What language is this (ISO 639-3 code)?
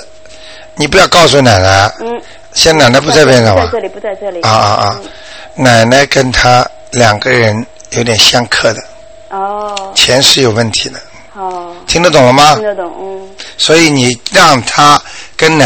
zho